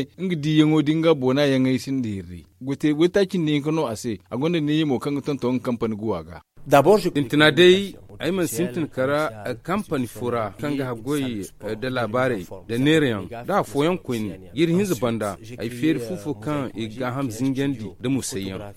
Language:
Zarma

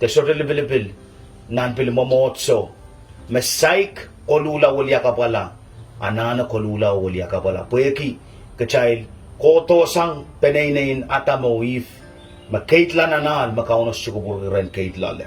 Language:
Pohnpeian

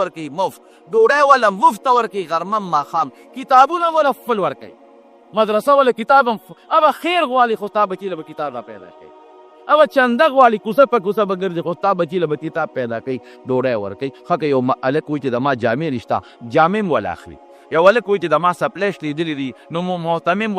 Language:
Pashto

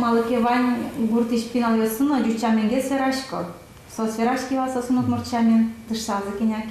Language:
Udmurt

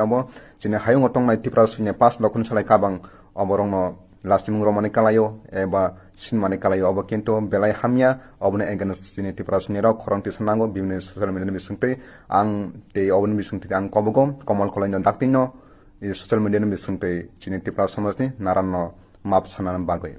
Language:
Kok Borok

